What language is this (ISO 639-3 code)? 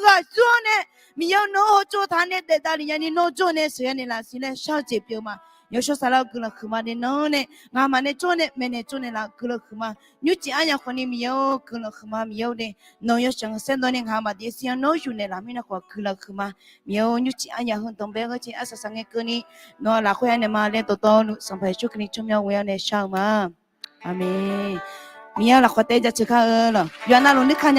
ahk